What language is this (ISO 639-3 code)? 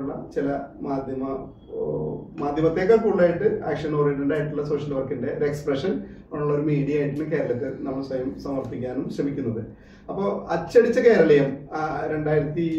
mal